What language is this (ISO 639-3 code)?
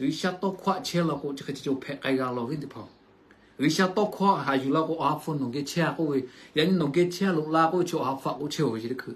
lhu